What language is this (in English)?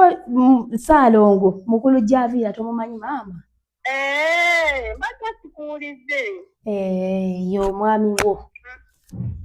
Ganda